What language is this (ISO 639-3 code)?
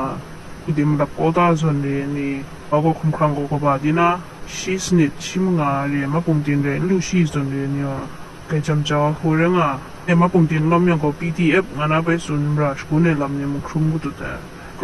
kac